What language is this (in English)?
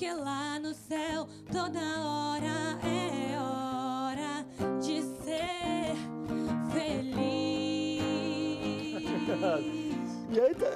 Portuguese